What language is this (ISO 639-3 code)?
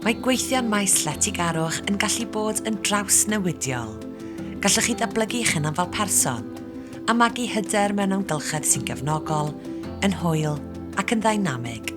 cym